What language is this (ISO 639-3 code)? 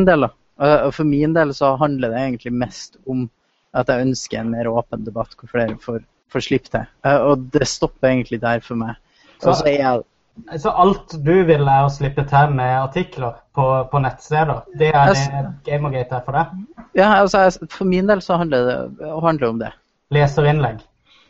nor